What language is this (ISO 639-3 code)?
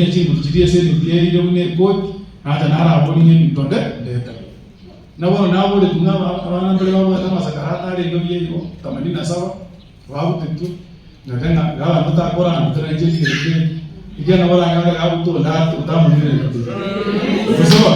guz